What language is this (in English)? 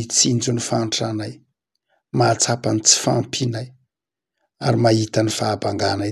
Malagasy